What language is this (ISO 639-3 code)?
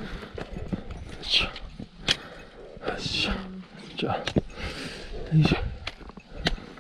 jpn